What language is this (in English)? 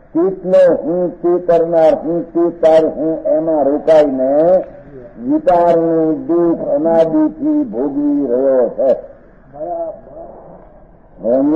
Gujarati